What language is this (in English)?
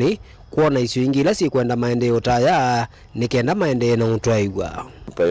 Kamba